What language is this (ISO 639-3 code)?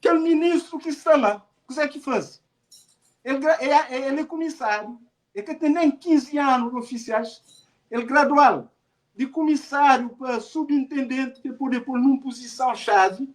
kea